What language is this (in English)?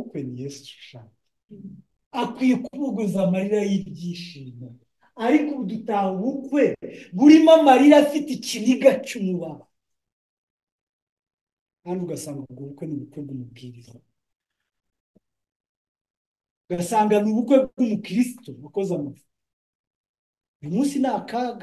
Kinyarwanda